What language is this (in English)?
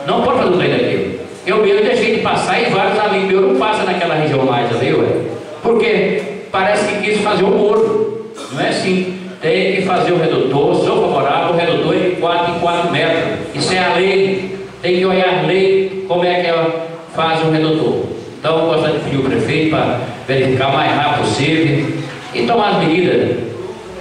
Portuguese